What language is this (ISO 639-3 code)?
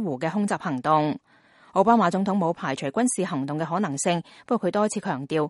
yue